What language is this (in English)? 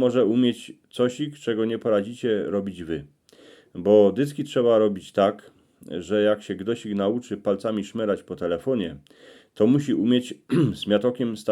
Silesian